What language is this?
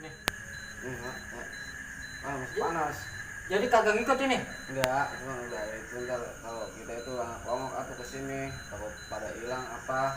Betawi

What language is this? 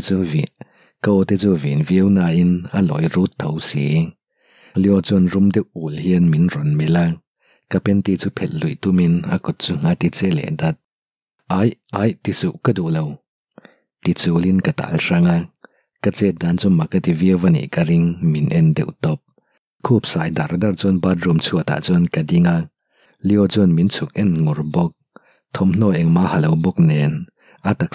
Mizo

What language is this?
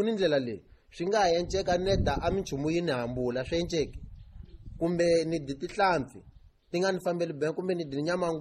Tsonga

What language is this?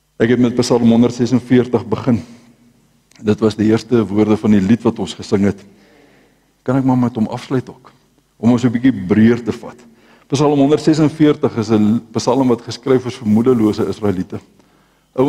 Afrikaans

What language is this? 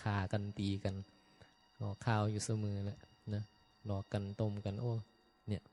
Northeastern Thai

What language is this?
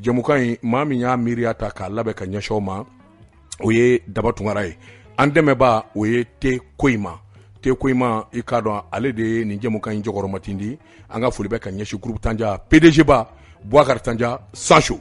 Bambara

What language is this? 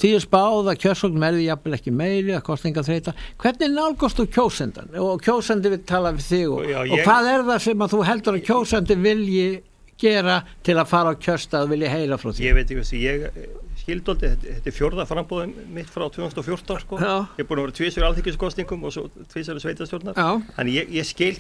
Icelandic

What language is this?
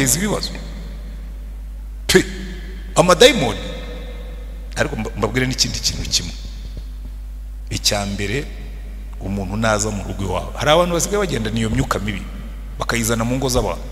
Kinyarwanda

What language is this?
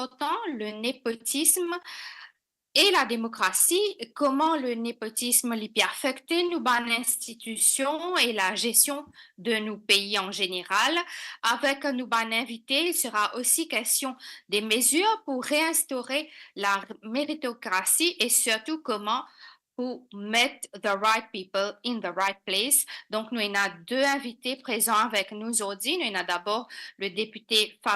Morisyen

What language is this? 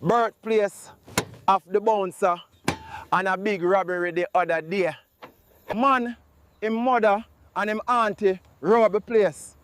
Jamaican Creole English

